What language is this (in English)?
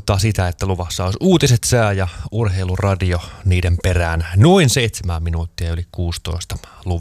Finnish